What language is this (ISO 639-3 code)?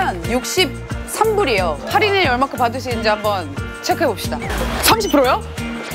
kor